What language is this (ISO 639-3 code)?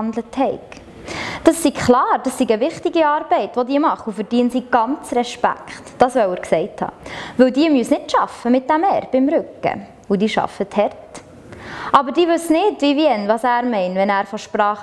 gsw